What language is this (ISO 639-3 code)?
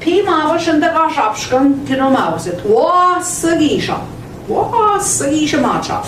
ojc